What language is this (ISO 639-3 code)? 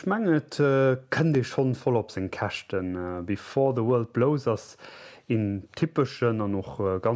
ltz